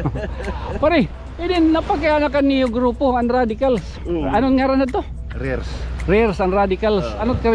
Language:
Waray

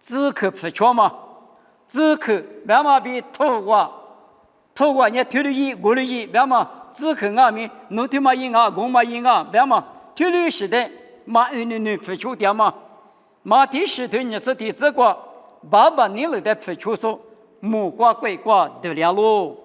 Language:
Lisu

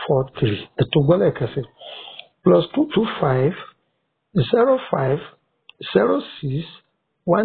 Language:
Yoruba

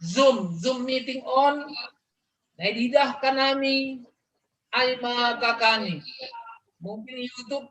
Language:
Batak Simalungun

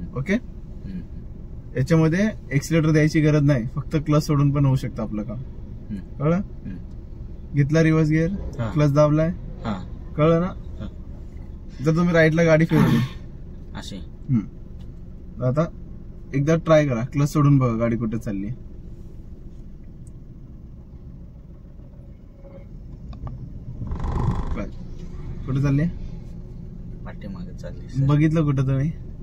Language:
Marathi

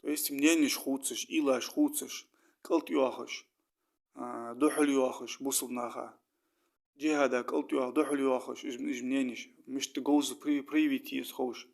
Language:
Ingush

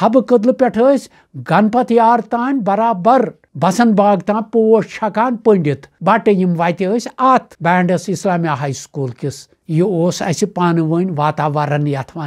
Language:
Kashmiri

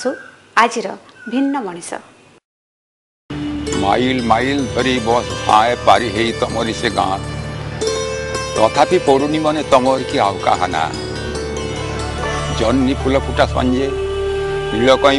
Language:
Odia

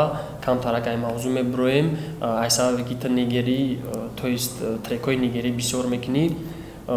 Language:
Tajik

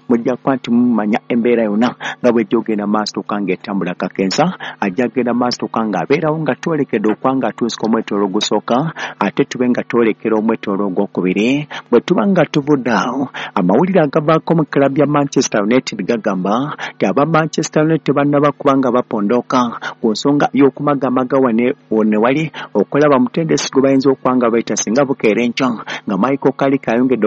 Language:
Ganda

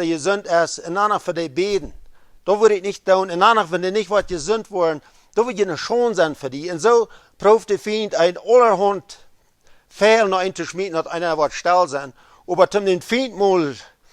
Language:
Plautdietsch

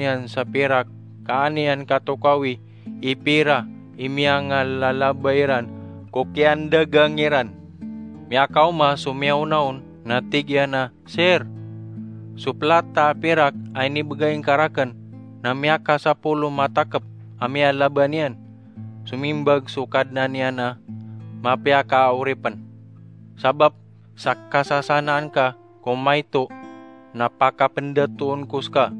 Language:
Maranao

